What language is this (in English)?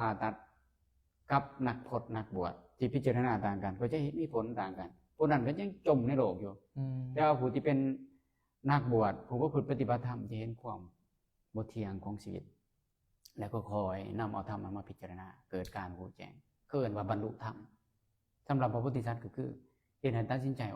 Lao